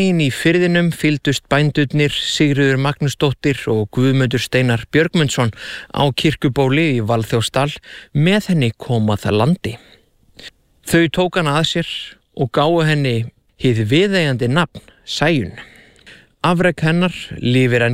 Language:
Icelandic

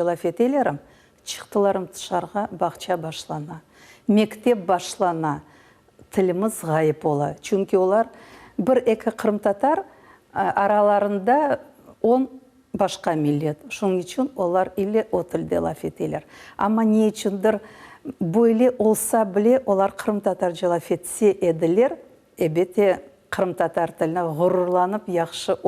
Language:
Crimean Tatar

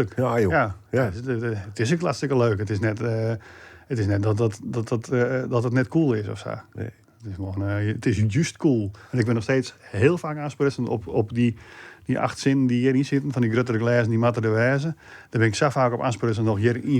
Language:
Western Frisian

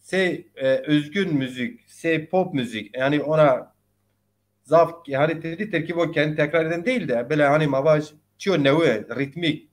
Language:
Zaza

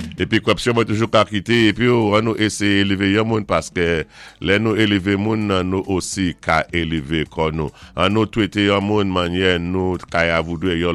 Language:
Saint Lucian Creole French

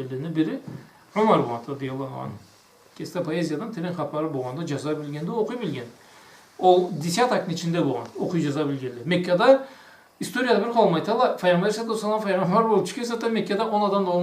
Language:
Karachay-Balkar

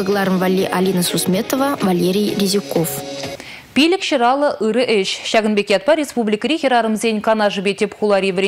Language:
Chuvash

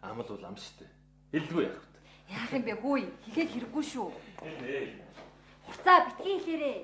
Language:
Mongolian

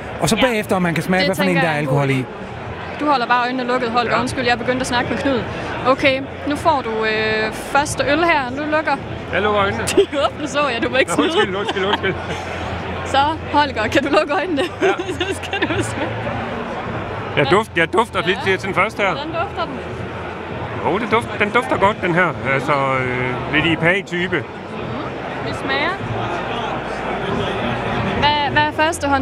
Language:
Danish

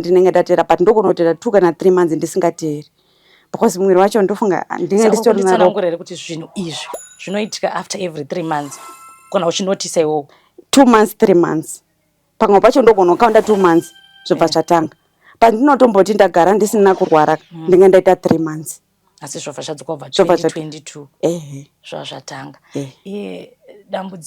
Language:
Shona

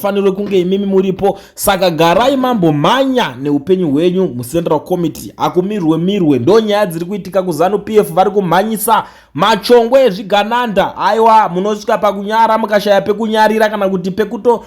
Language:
Shona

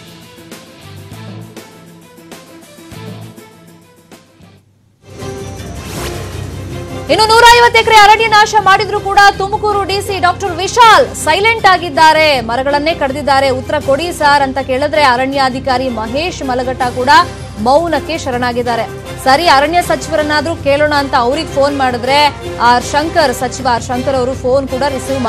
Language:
Kannada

